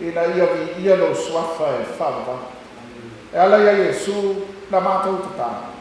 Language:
Samoan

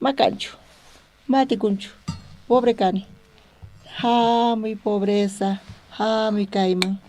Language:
South Bolivian Quechua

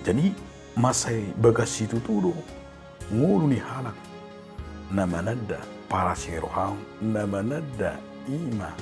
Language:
Batak Toba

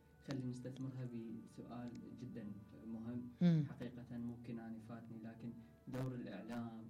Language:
Mesopotamian Arabic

